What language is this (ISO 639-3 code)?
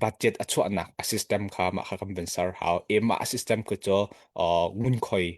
cnh